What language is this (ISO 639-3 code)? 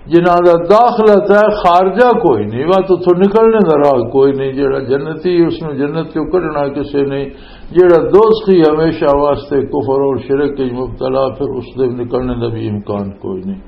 lah